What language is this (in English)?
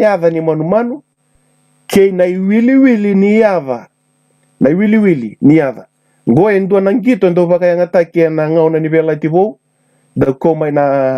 Fijian